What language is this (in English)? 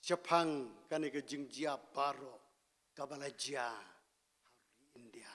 Khasi